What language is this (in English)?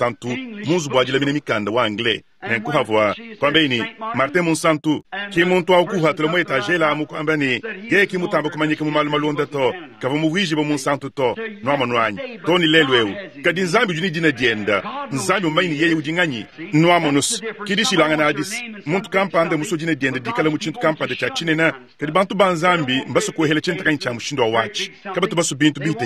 Luba-Lulua